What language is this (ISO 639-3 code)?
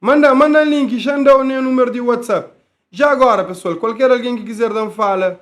kea